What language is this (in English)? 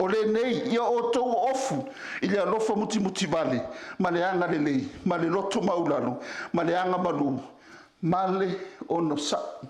Samoan